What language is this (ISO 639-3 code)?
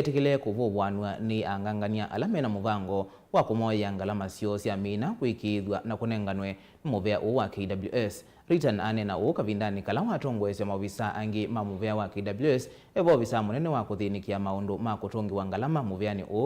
kam